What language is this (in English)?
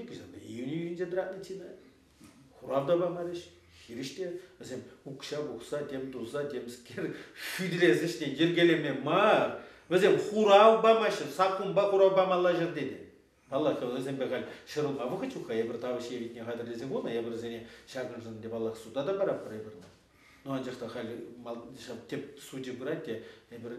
Chuvash